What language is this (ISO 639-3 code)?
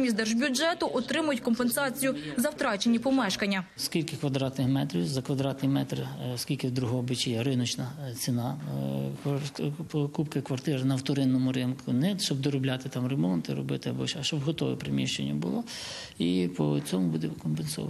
ukr